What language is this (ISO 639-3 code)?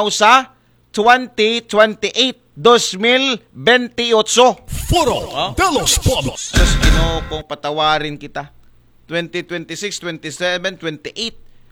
akl